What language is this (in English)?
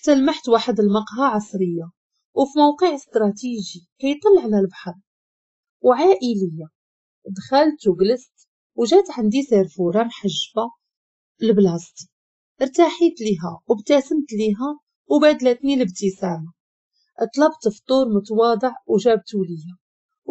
Moroccan Arabic